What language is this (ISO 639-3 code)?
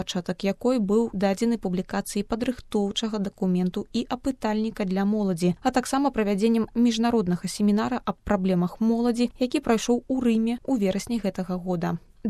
bel